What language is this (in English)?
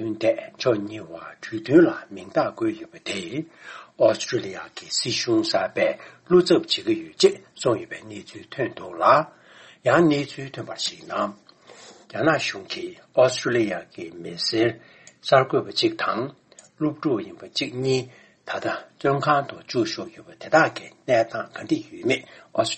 Tibetan